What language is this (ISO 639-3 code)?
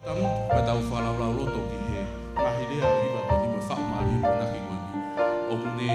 ton